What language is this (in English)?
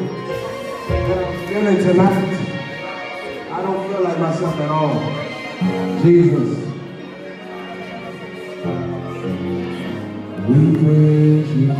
English